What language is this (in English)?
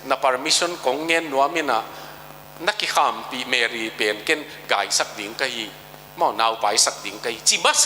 Tedim Chin